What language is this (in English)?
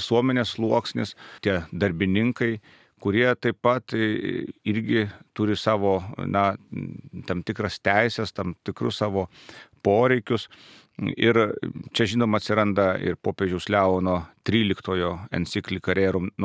Lithuanian